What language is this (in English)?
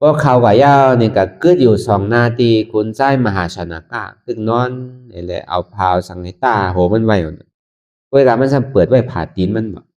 Shan